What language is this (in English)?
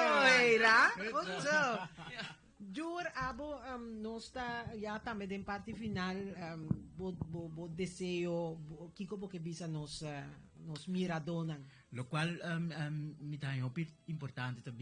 Papiamento